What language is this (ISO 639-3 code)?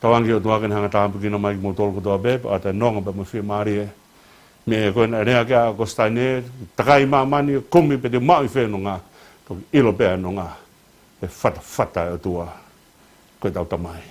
ton